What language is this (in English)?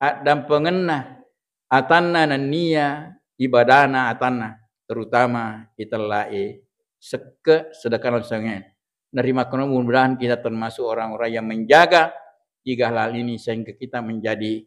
Buginese